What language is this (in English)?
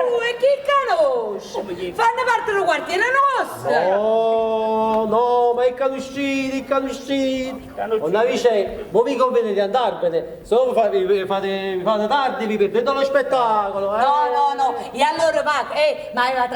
Neapolitan